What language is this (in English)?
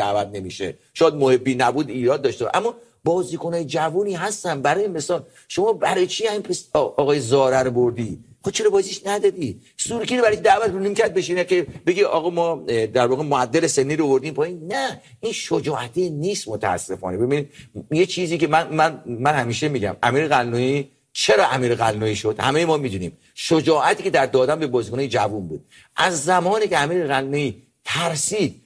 Persian